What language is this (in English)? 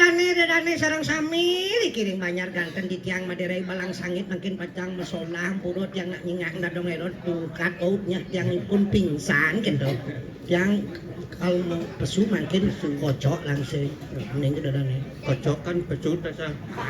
Balinese